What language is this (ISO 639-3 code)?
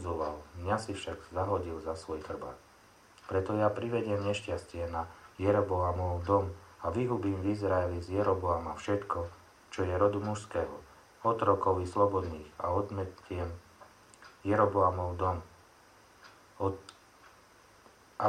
slk